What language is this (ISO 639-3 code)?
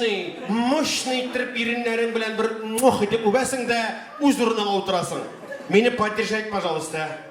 tat